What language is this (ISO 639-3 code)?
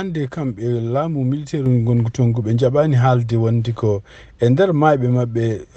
ful